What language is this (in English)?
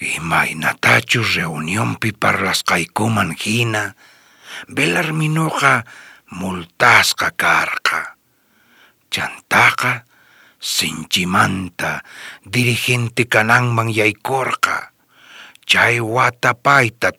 South Bolivian Quechua